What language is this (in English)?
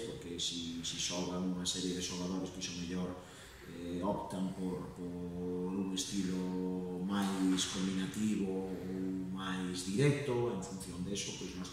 Galician